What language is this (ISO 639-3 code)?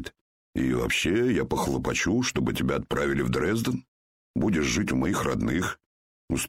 rus